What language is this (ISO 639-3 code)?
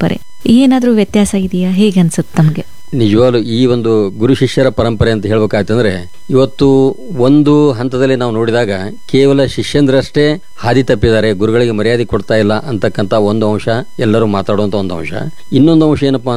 kan